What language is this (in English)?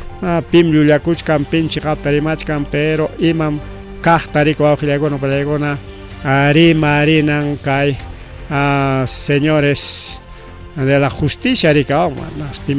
Ayacucho Quechua